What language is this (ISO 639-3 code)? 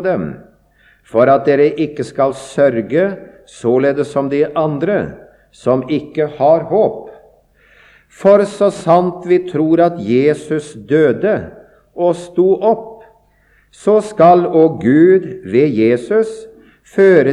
nor